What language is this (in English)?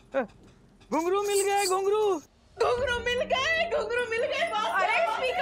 Hindi